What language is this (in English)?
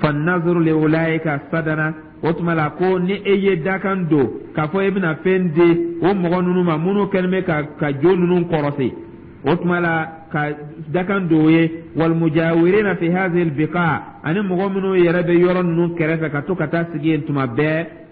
Dyula